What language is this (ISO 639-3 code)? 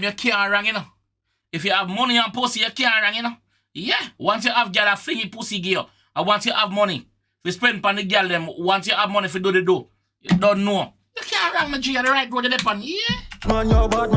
jam